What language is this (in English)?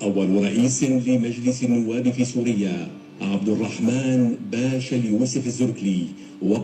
Kurdish